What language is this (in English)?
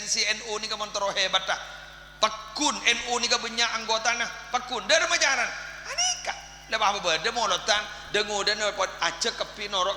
Madurese